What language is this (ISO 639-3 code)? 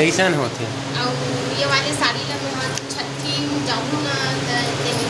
hne